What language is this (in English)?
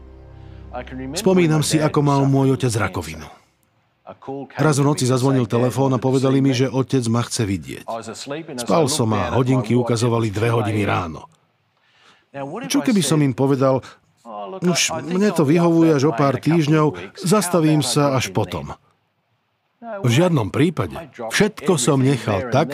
Slovak